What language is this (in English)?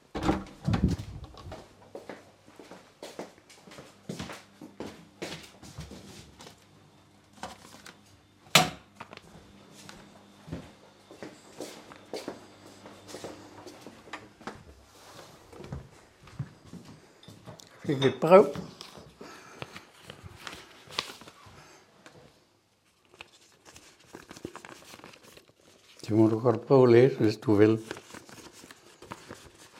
Danish